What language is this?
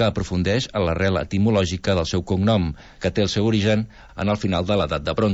Catalan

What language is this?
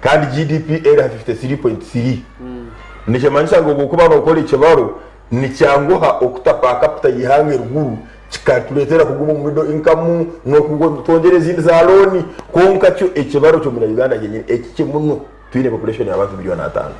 Nyankole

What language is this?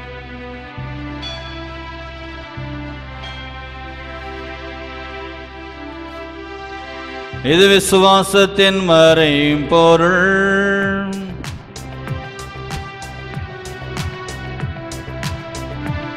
Tamil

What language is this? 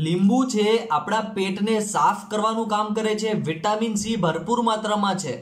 Gujarati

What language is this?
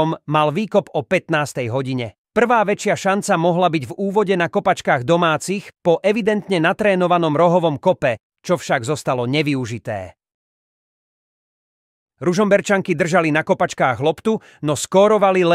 Slovak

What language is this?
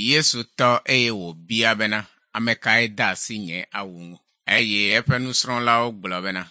Ewe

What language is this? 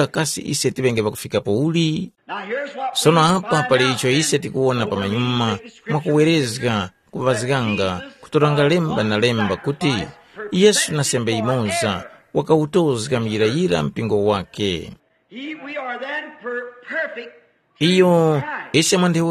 Tumbuka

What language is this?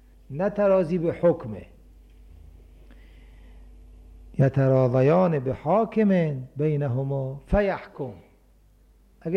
Persian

